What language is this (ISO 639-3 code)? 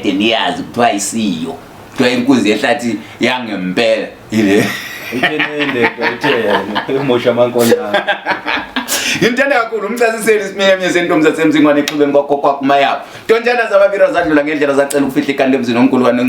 zul